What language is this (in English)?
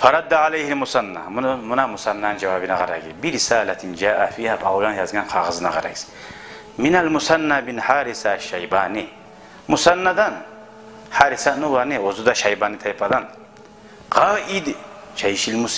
Kumyk